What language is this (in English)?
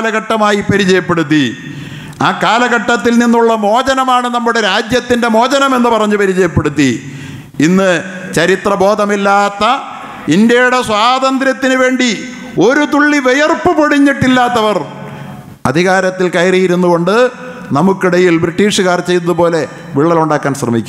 Malayalam